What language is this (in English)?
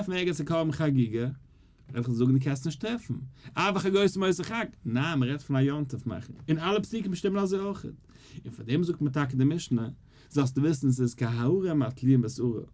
Yiddish